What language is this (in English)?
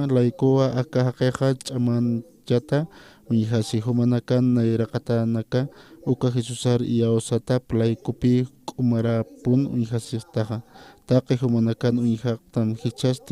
Aymara